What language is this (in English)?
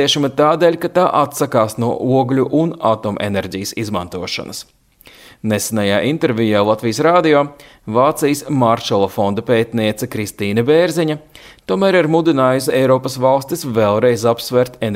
Latvian